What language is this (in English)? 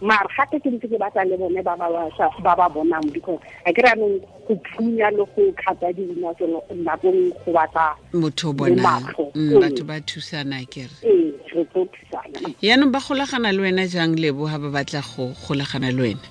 Tswana